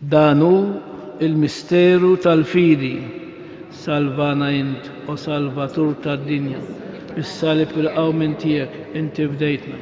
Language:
Maltese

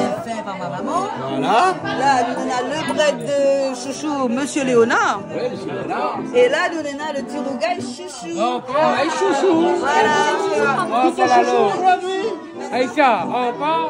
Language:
Réunion Creole French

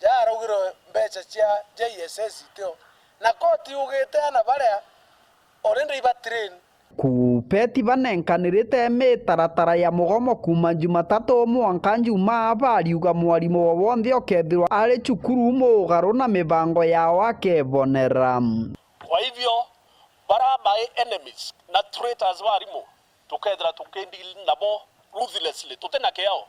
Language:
Meru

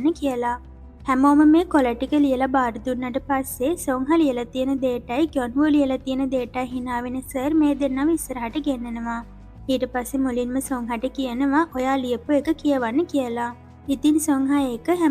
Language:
Sinhala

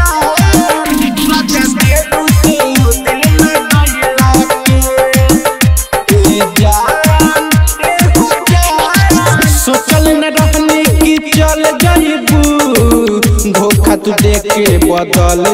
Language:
Bhojpuri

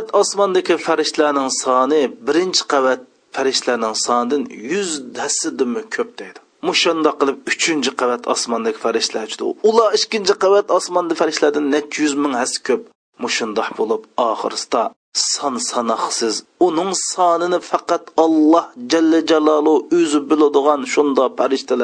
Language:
Uyghur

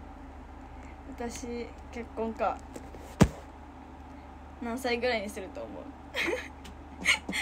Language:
Japanese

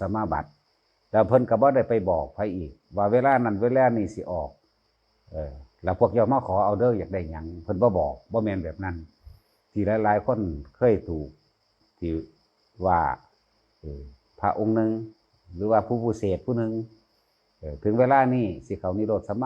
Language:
Northeastern Thai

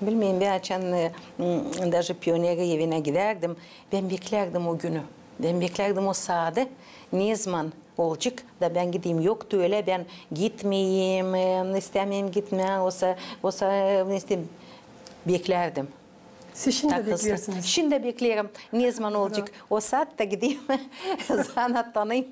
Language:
Gagauz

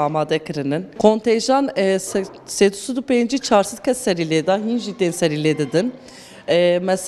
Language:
Kurdish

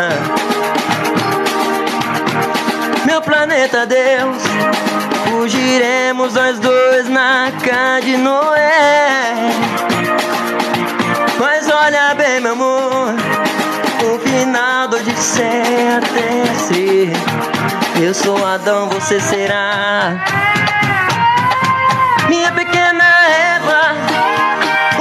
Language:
Portuguese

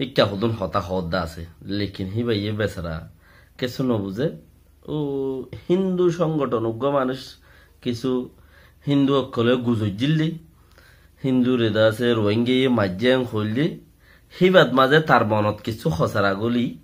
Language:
Rohingya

